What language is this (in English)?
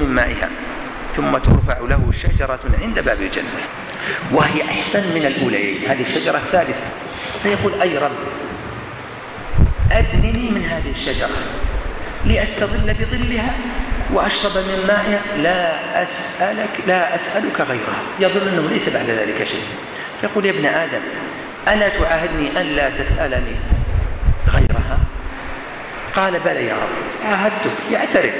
Arabic